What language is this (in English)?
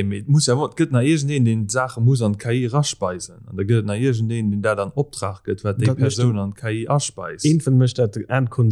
Luxembourgish